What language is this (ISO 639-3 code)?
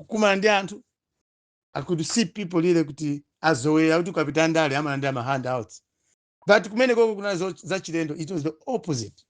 nya